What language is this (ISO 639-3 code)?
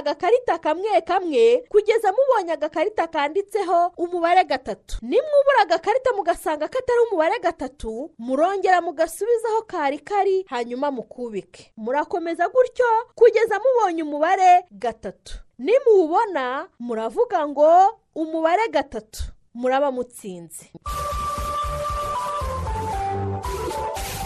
kin